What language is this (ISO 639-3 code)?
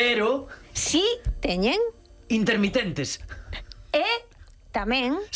glg